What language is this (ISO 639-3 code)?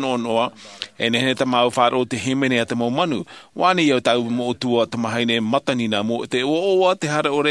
tah